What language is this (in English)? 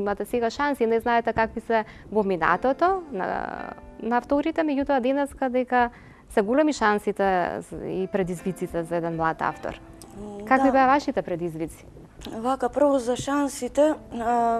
Macedonian